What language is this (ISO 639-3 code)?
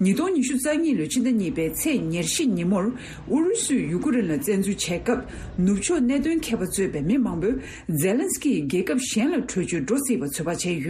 bod